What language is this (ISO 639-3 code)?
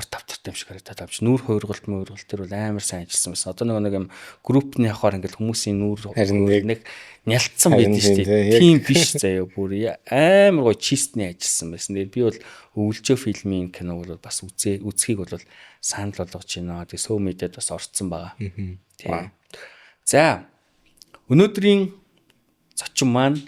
mon